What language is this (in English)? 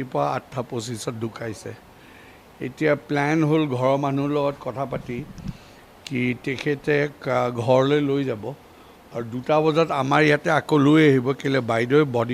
Assamese